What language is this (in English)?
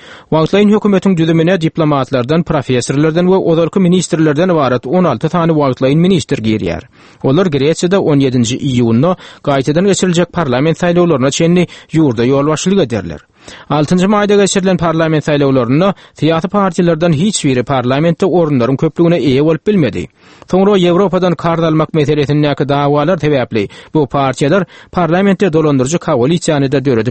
Turkmen